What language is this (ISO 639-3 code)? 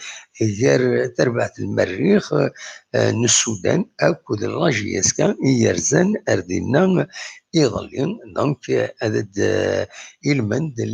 kab